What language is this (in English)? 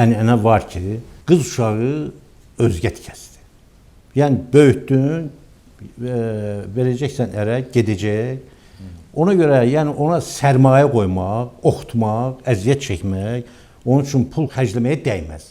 Azerbaijani